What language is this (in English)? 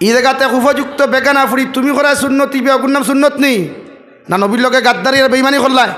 Sylheti